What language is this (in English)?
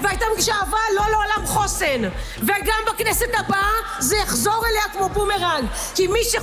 Hebrew